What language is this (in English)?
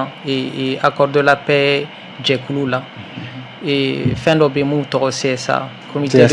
Bambara